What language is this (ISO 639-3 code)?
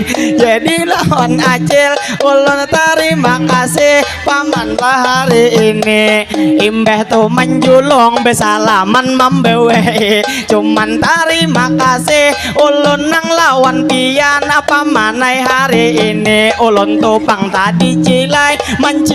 bjn